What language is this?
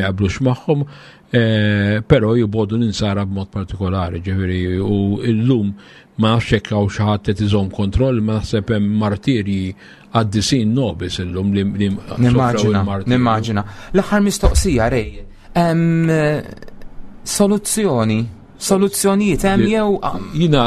Maltese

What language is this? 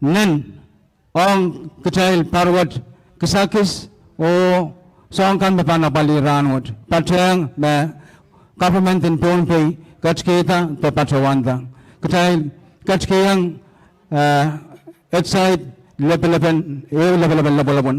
Pohnpeian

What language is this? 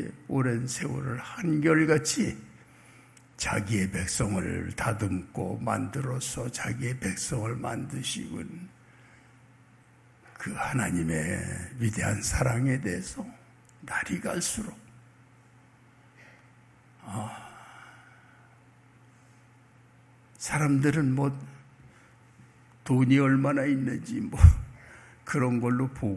Korean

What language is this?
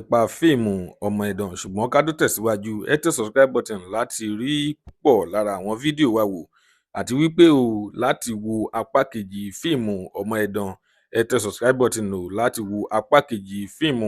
Yoruba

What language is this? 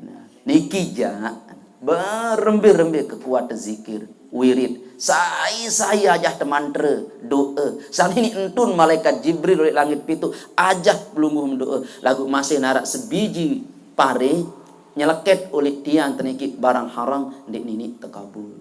Sasak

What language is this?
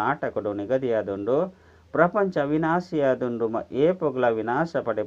Tulu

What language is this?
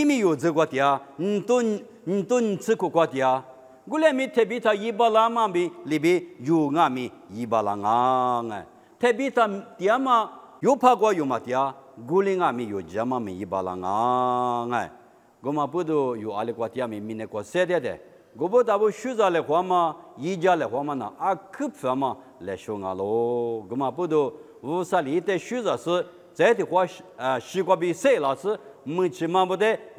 Lisu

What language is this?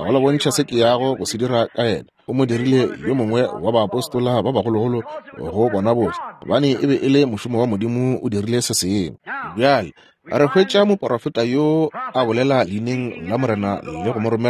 Northern Sotho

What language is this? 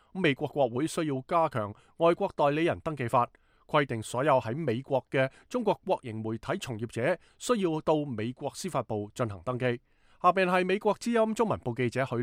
Cantonese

